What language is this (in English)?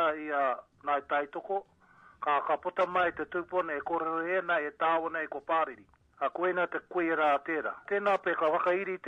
Māori